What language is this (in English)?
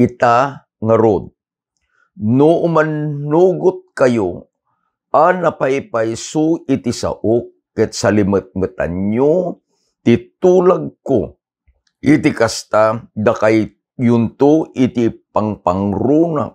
Iloko